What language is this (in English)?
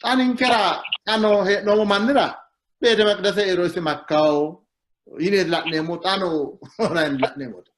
Sidamo